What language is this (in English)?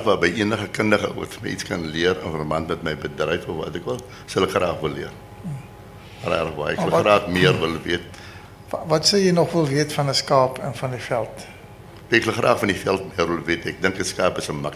Afrikaans